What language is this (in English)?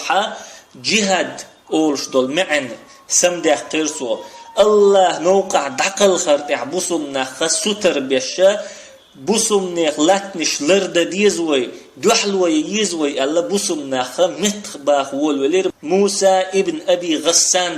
Chechen